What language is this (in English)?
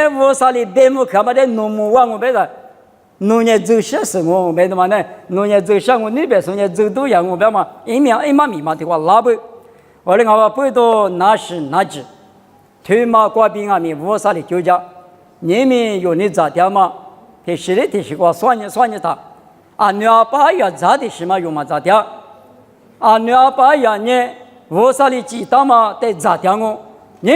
Lisu